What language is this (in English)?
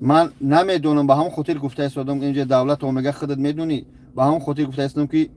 Tajik